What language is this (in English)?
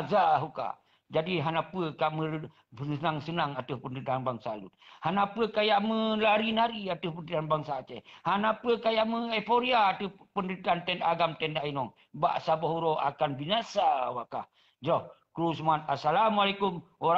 Achinese